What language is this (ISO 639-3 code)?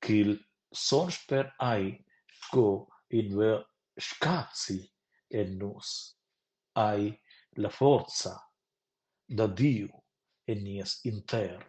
roh